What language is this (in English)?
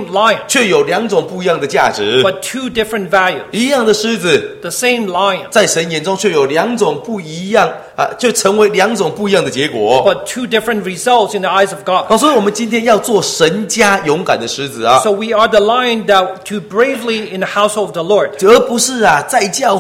Chinese